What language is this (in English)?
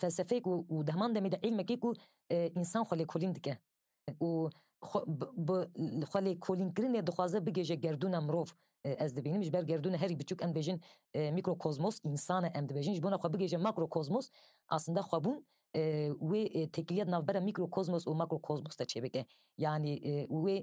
Kurdish